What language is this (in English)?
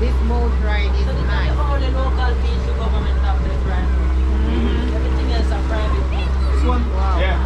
Jamaican Creole English